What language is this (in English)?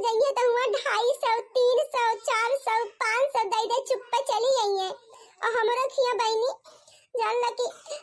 Awadhi